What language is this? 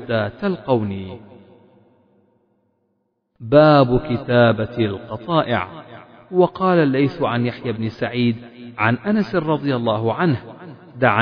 Arabic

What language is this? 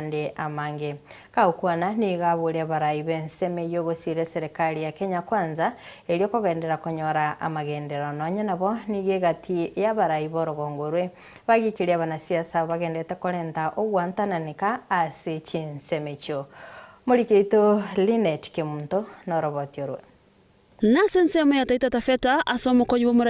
Gusii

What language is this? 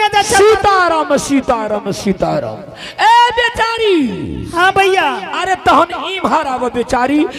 Angika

